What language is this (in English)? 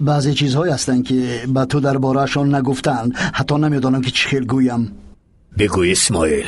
Persian